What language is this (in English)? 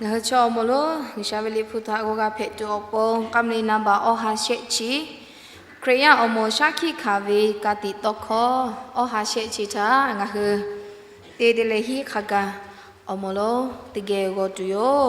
Lahu